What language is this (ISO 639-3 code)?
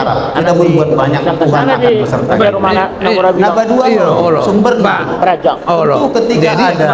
bbc